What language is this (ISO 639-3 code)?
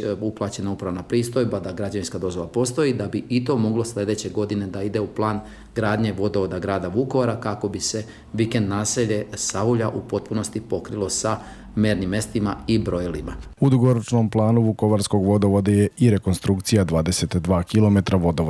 hrv